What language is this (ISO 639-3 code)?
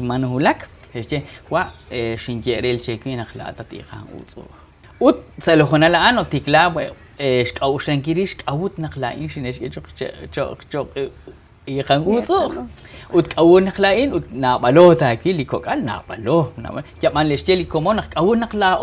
kek